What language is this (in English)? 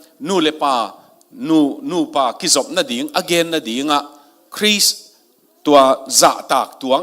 Tedim Chin